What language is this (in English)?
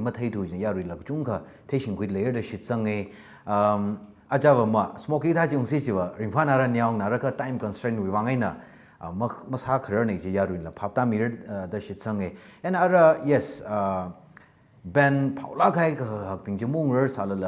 Tangkhul Naga (India)